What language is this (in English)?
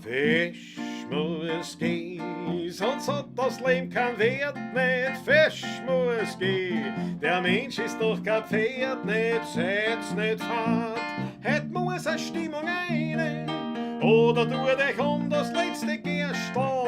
Bavarian